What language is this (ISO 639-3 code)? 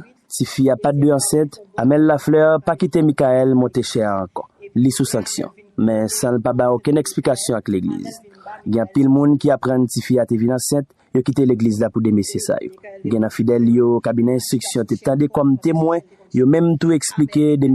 hat